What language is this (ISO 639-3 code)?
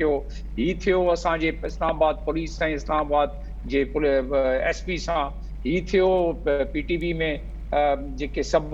snd